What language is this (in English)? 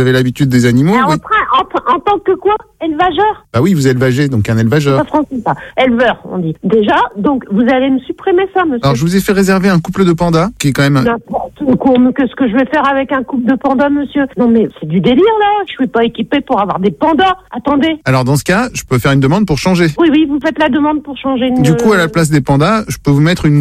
French